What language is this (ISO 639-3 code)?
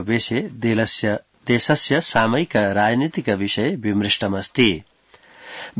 san